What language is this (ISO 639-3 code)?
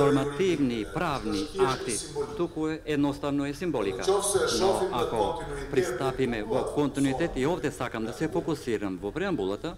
mkd